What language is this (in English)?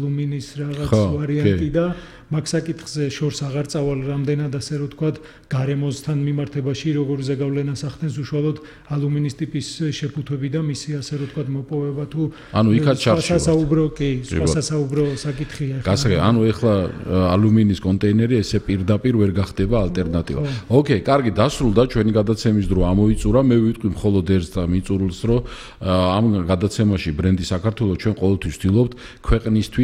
Georgian